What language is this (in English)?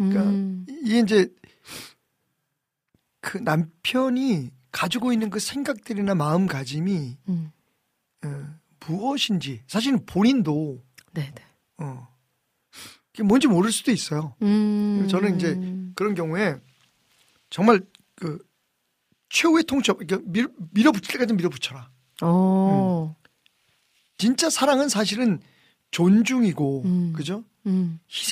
Korean